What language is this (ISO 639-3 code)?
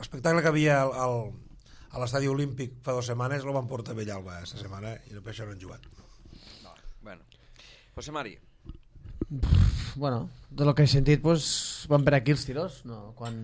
cat